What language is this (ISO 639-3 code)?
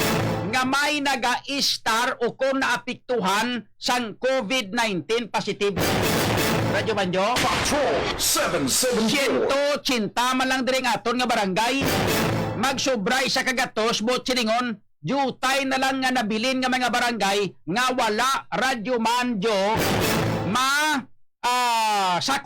hil